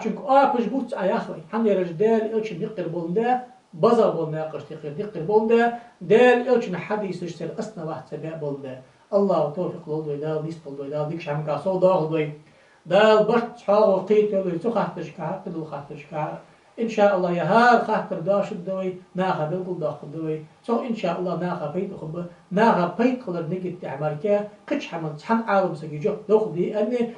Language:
Ingush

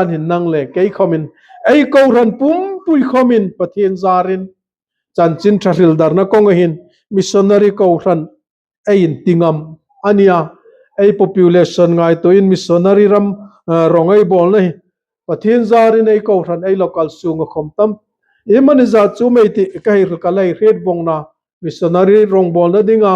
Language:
Hmar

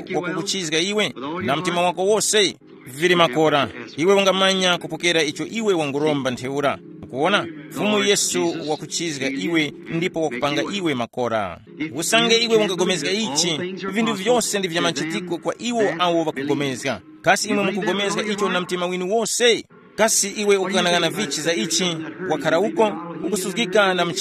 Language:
Tumbuka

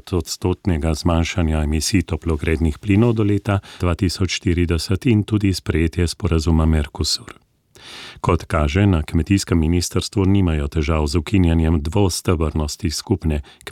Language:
Slovenian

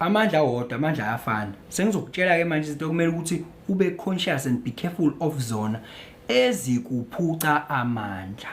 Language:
Zulu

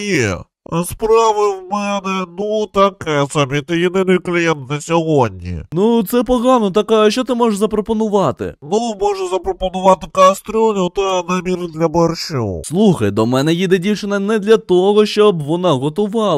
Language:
Ukrainian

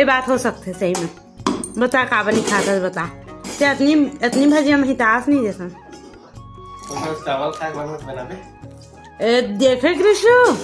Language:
Chhattisgarhi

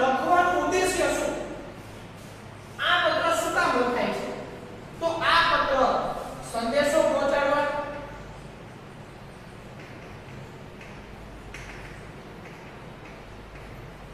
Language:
Gujarati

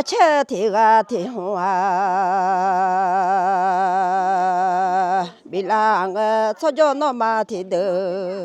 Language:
Akha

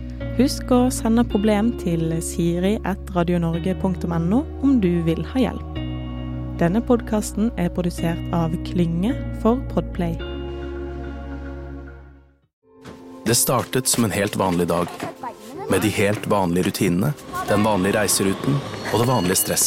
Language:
Norwegian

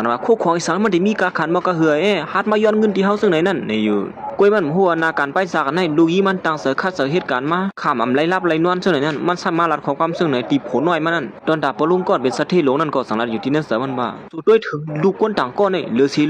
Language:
Shan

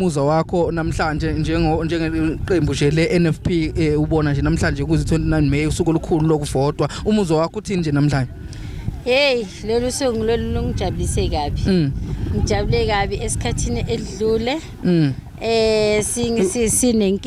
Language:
Zulu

